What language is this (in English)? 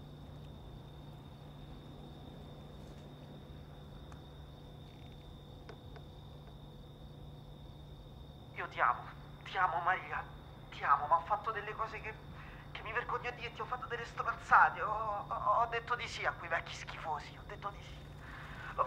Italian